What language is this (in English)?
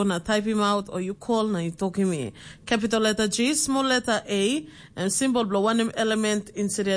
Tok Pisin